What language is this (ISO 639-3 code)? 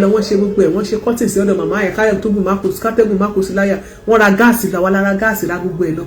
yor